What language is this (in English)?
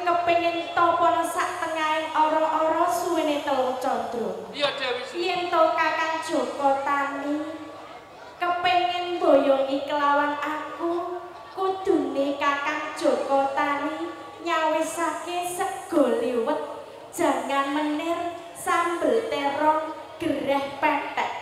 Javanese